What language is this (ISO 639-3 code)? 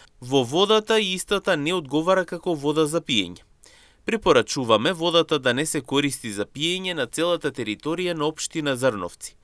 mkd